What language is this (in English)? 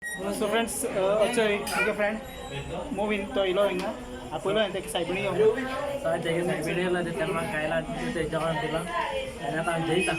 Konkani